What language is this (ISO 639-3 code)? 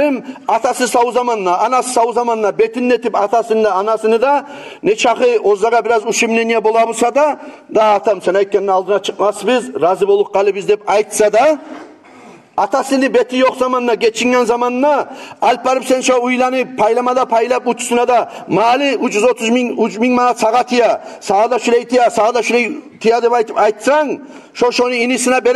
kum